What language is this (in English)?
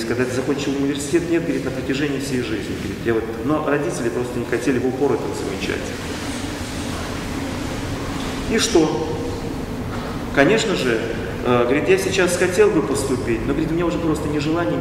Russian